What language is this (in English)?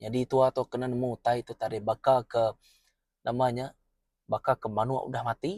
Iban